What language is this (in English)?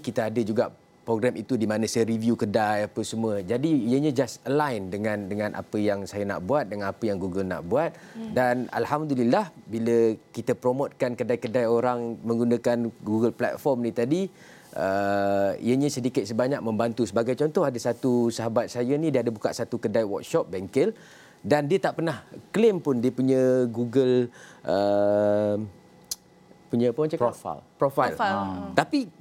Malay